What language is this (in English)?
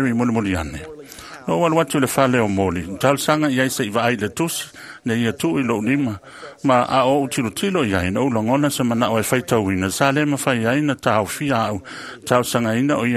Samoan